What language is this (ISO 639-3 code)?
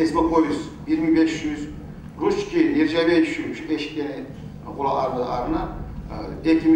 kum